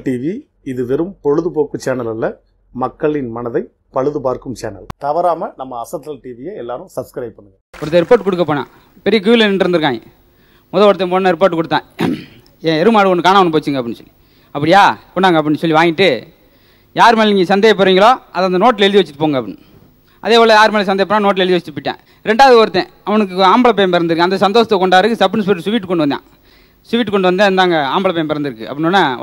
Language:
Tamil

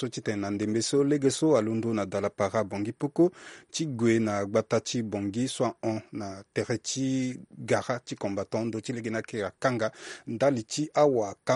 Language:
Sango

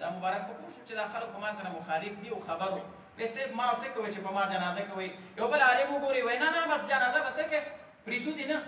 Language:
Pashto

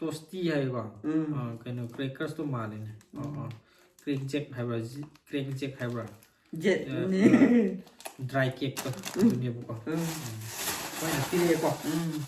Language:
Manipuri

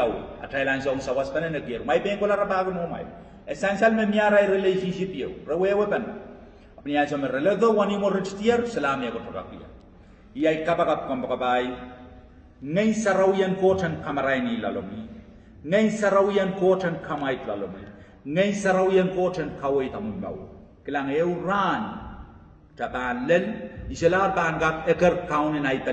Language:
Pohnpeian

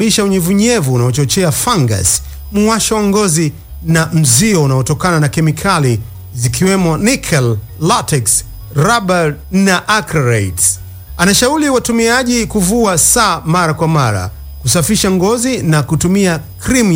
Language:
Swahili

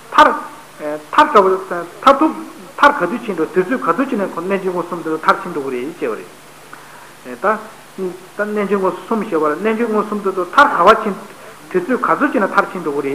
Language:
Tibetan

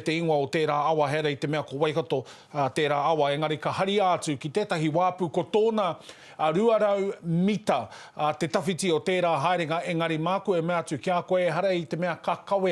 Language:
Māori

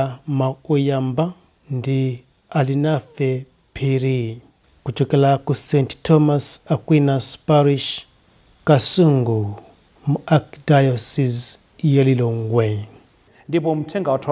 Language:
Nyanja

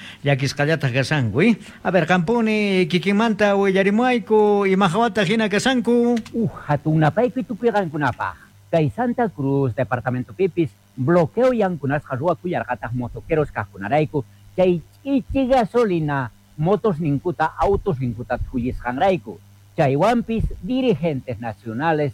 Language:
South Bolivian Quechua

